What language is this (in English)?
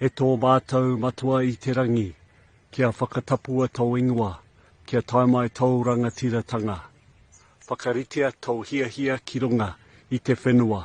Māori